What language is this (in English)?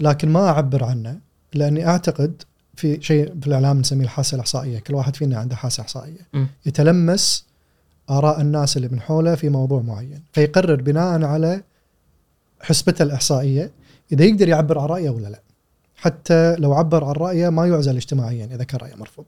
Gulf Arabic